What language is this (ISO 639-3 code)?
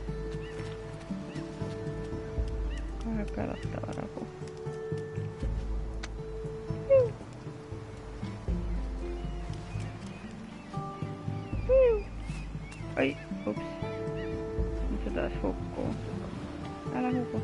fin